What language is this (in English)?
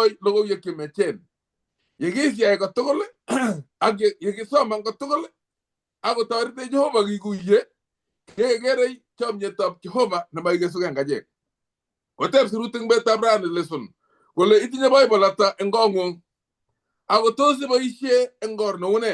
Kalenjin